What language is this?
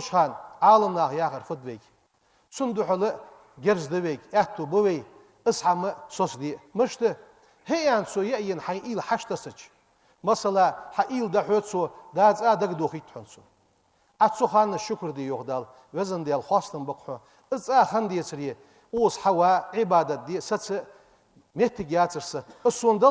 Ingush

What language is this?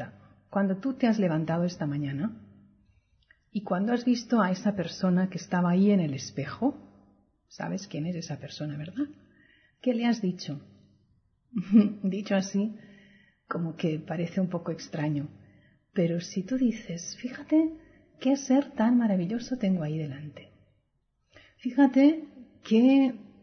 Spanish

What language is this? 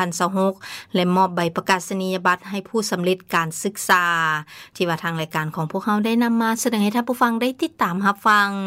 Lao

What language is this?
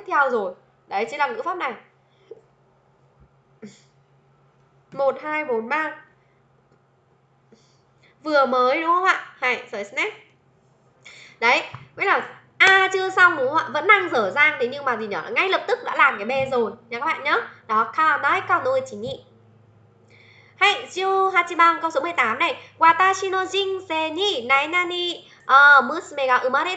Vietnamese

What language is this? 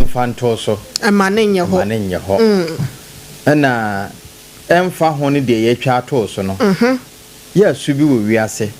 Akan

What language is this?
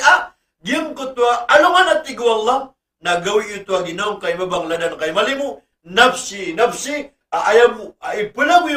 Maranao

